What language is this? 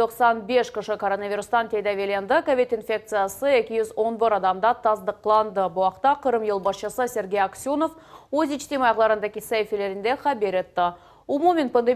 Crimean Tatar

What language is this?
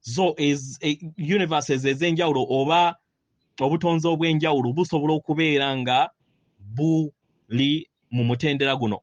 Ganda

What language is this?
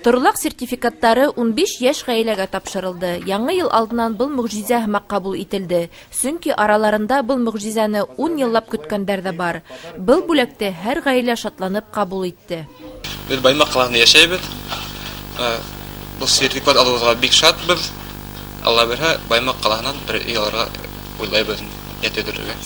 Bashkir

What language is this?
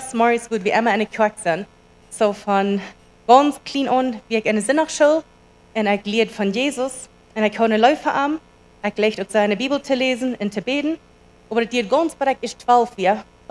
Plautdietsch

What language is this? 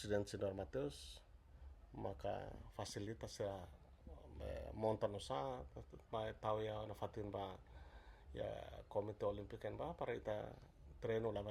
Tetum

